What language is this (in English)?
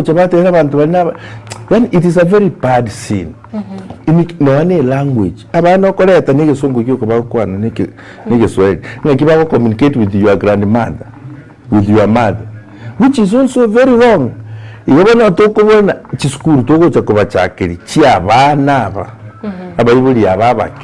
Gusii